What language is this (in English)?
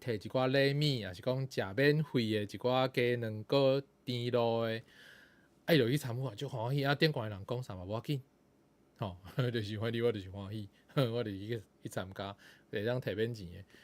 Min Nan Chinese